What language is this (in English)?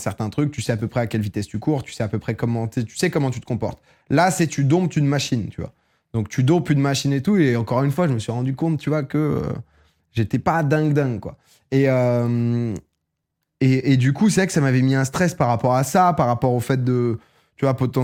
French